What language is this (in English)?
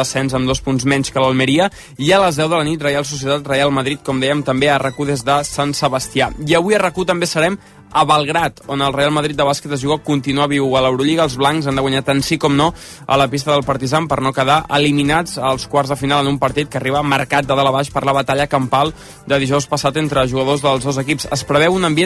Catalan